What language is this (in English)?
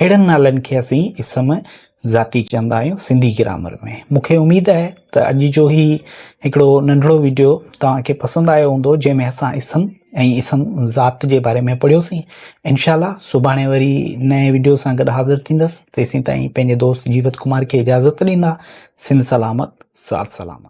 Sindhi